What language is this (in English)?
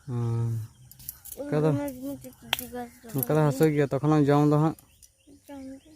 Santali